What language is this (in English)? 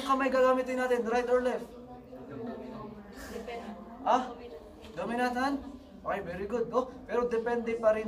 Filipino